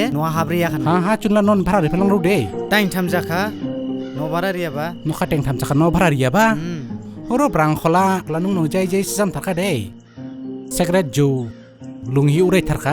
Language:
Dimasa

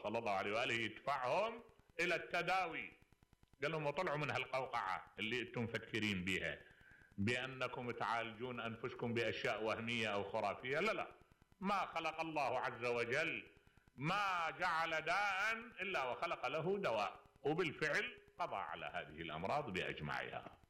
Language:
Mesopotamian Arabic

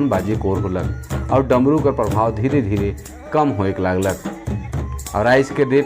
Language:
Sadri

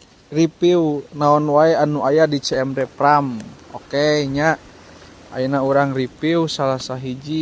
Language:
Sundanese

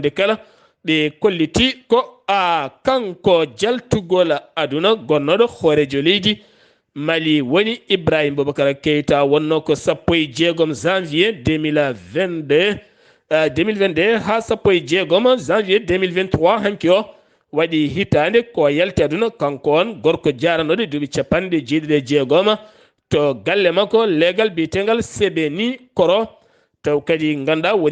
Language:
Fula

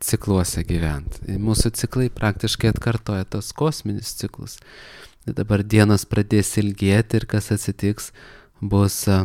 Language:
Lithuanian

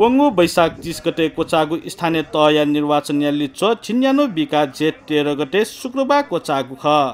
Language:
Newari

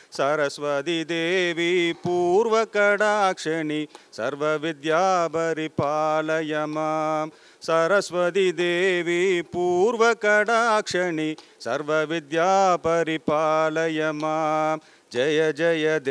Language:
Tamil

